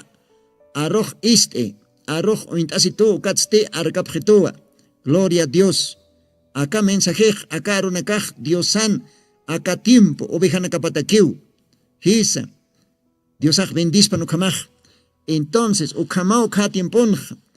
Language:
Aymara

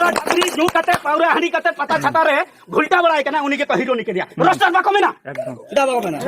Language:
Santali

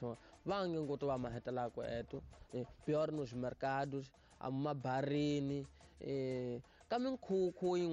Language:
Tsonga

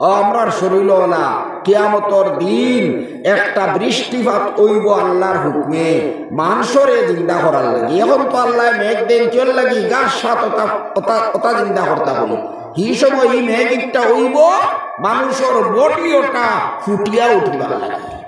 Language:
Sylheti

